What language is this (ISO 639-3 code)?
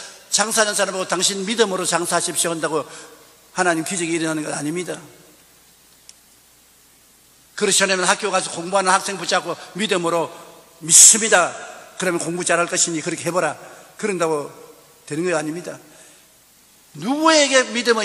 kor